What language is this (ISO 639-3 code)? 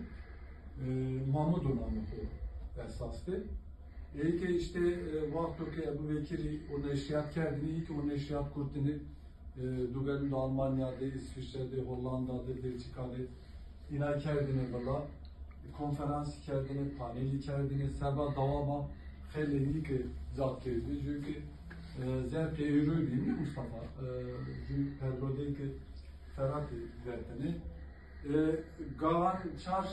zza